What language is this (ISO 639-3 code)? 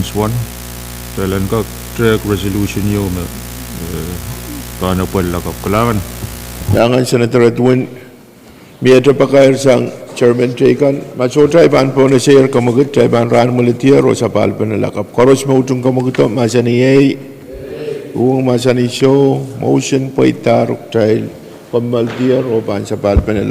pon